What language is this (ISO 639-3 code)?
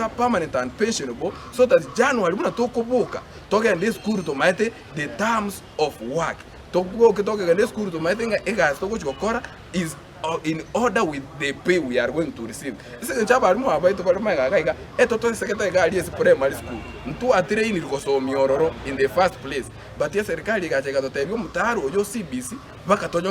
guz